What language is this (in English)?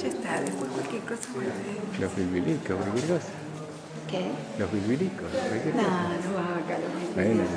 Ladino